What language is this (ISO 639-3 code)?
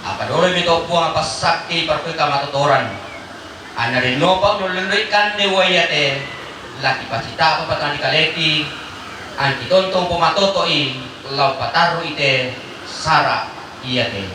sda